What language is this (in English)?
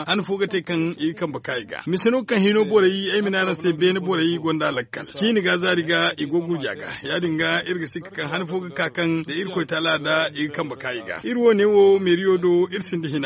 Zarma